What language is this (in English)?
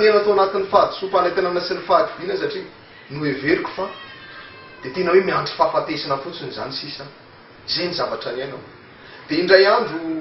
Malagasy